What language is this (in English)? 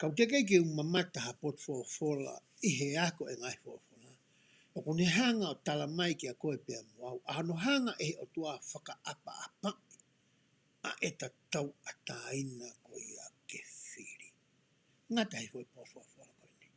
Tongan